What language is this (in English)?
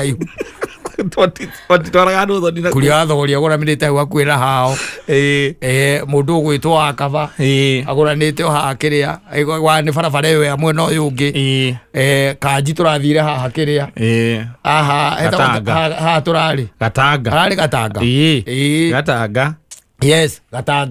Kikuyu